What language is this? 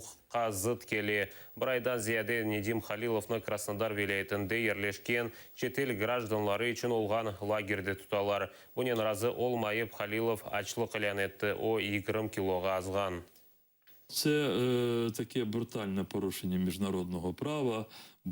Crimean Tatar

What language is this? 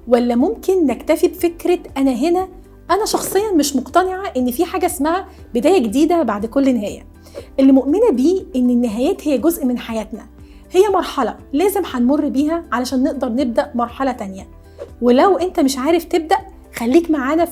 Egyptian Arabic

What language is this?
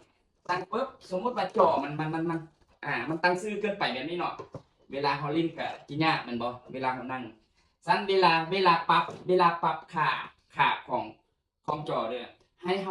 Lao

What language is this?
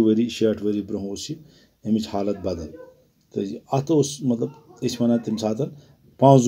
Kashmiri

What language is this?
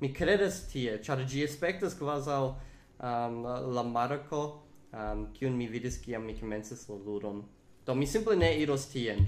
Esperanto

